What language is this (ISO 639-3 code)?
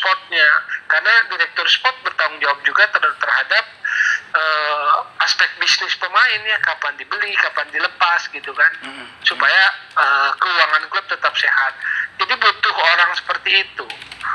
ind